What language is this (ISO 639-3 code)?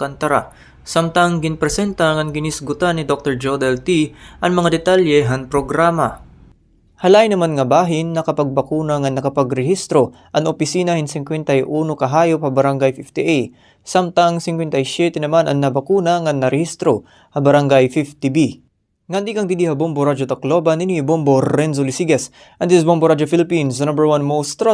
war